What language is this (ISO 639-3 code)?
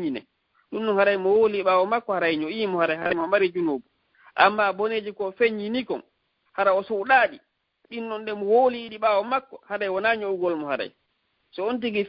ful